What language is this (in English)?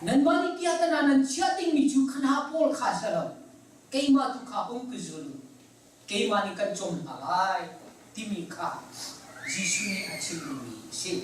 Hakha Chin